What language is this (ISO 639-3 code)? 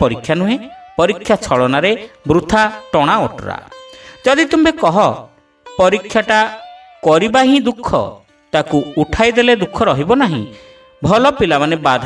ori